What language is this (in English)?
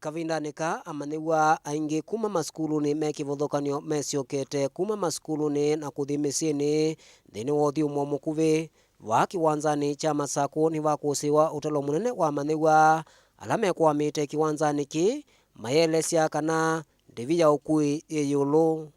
Kamba